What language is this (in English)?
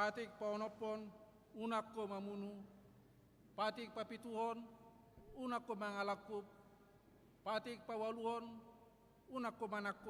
Batak Toba